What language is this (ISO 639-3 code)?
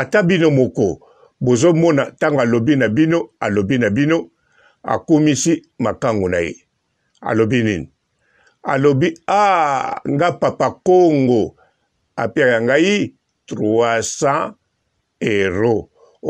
lin